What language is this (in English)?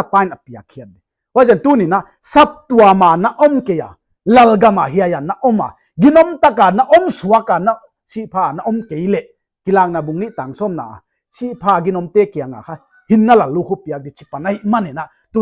Paite Chin